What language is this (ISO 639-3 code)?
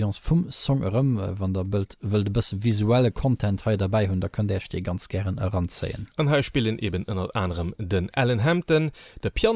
ltz